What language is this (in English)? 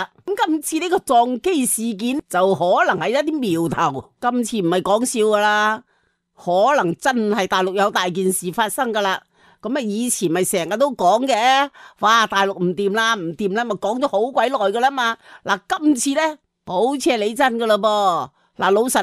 Cantonese